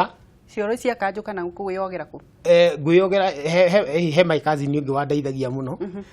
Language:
Kikuyu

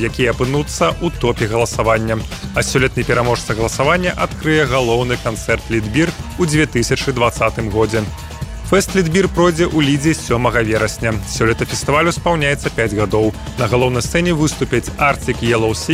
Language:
Belarusian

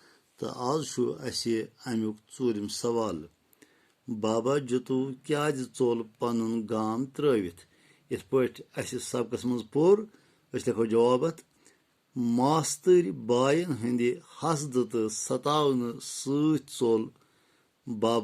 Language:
Kashmiri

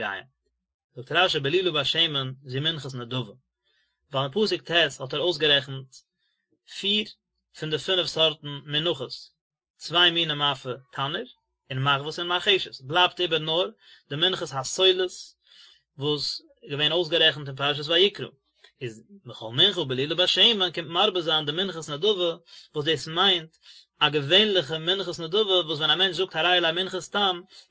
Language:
Yiddish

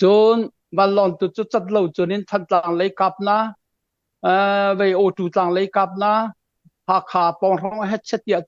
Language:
Hakha Chin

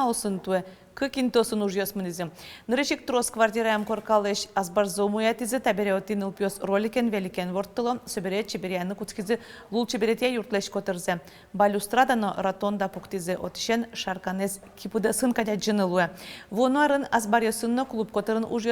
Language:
Udmurt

